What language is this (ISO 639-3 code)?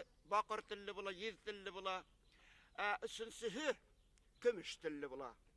bak